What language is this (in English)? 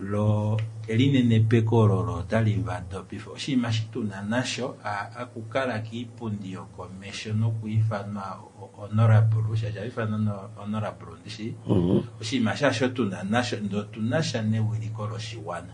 Kuanyama